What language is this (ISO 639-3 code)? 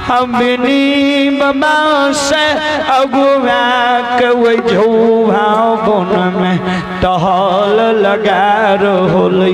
mai